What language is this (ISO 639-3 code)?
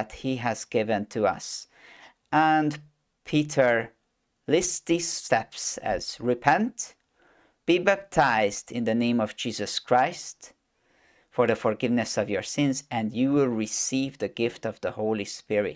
eng